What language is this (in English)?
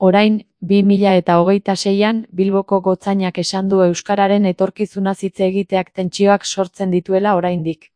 Basque